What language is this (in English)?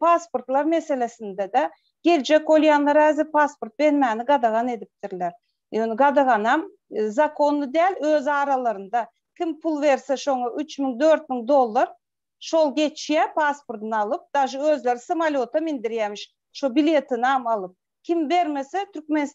Turkmen